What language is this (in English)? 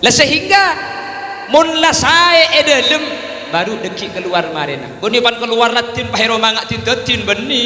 Madurese